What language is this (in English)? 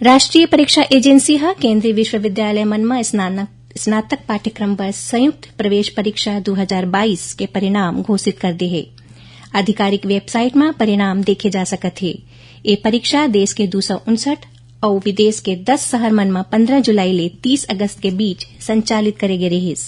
Chhattisgarhi